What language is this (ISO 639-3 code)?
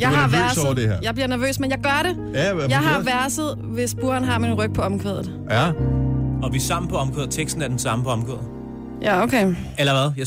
dan